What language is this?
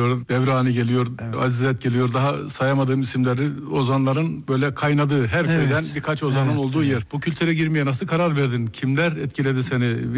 Turkish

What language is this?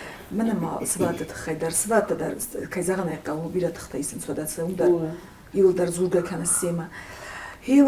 Ossetic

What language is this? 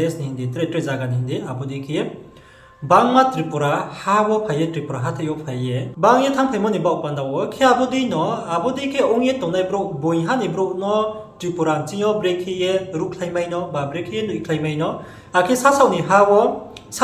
Riang (India)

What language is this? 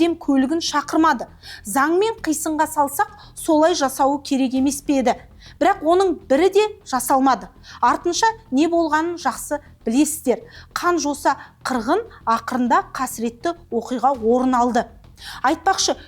Kazakh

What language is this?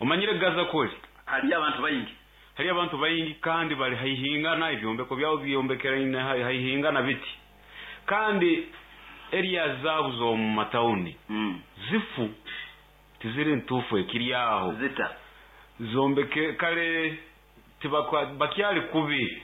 Nyankole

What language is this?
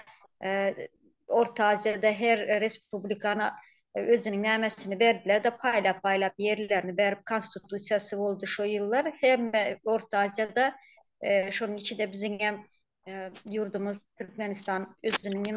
Turkmen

